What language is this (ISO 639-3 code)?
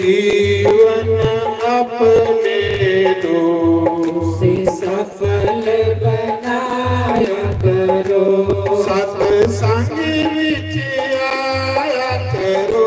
doi